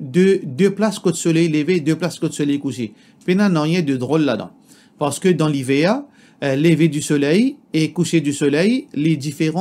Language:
Morisyen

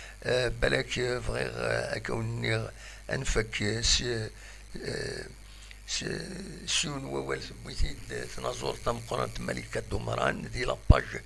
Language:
Kabyle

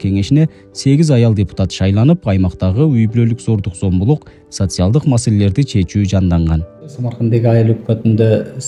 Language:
Kyrgyz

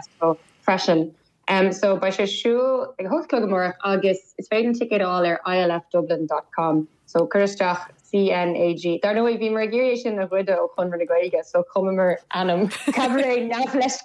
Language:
Irish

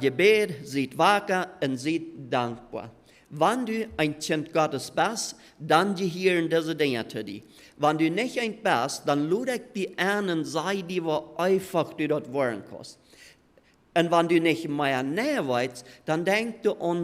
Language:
Plautdietsch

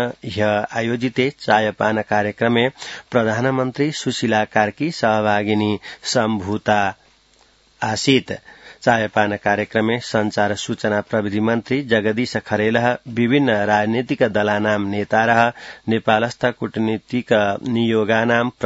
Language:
Sanskrit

